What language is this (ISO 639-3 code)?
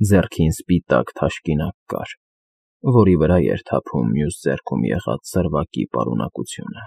hye